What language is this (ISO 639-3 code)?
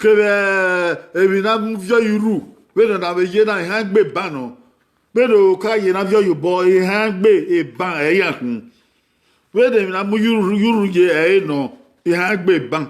bin